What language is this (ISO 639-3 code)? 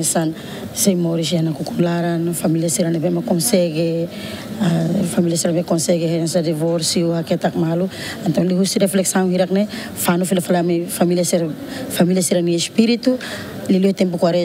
tet